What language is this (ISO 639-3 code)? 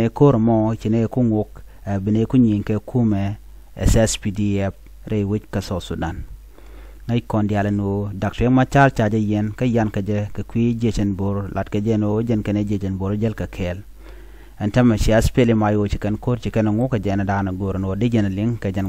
nus